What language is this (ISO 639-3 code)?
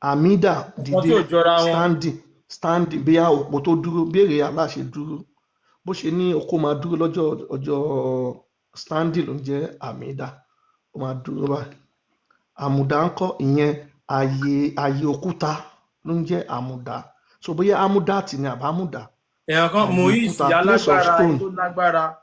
yor